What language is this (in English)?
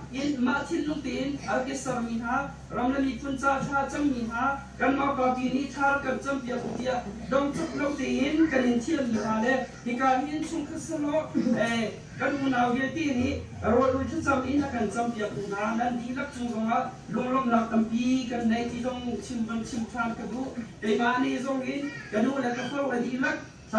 Hakha Chin